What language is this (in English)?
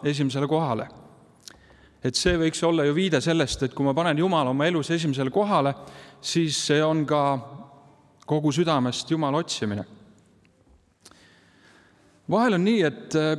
Estonian